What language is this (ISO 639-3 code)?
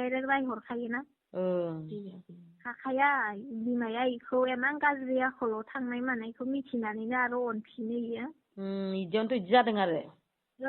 brx